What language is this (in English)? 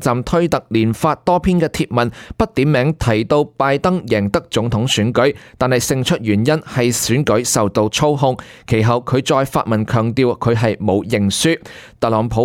Cantonese